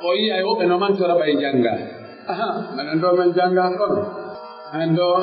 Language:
Pular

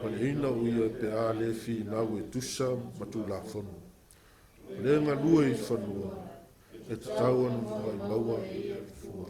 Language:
Samoan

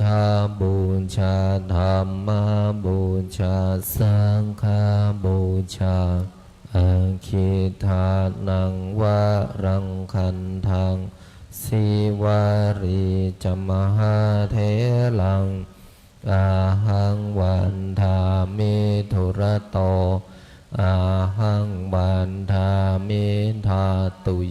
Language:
Pali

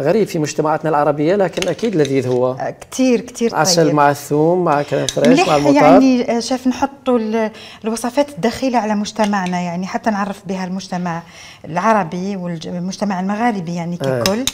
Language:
Algerian Arabic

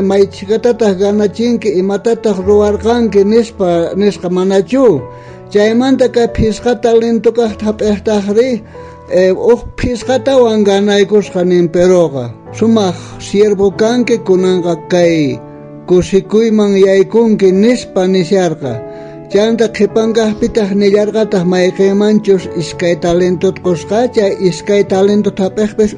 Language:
South Bolivian Quechua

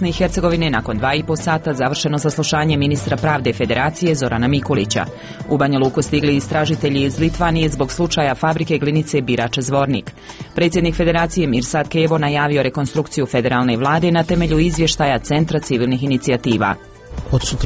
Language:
Bosnian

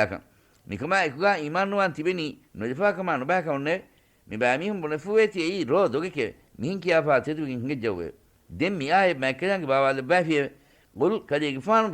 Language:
Divehi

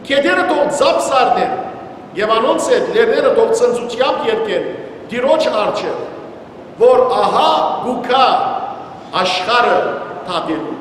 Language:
Western Armenian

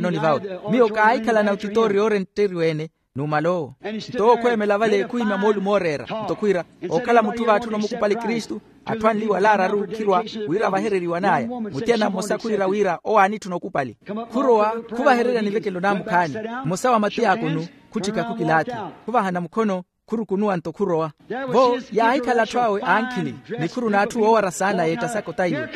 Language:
Makhuwa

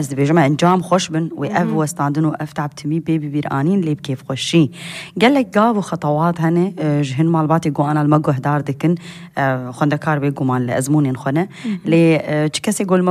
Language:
Kurdish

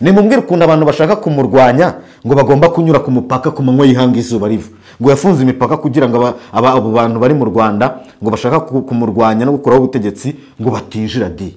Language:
Kinyarwanda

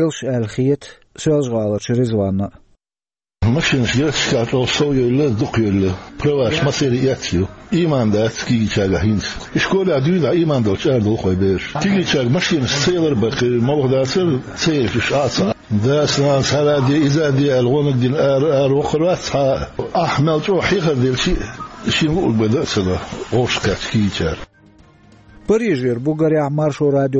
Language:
Chechen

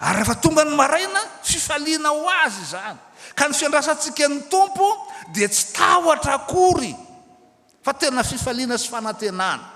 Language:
Malagasy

